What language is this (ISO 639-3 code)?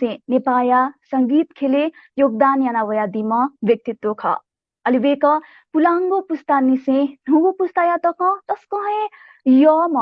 new